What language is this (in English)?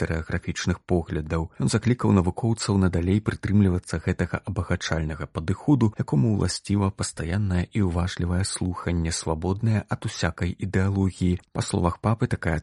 Belarusian